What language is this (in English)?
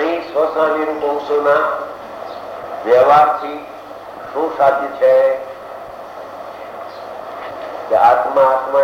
Gujarati